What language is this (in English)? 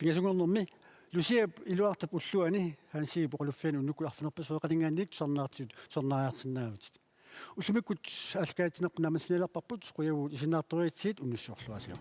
Kalaallisut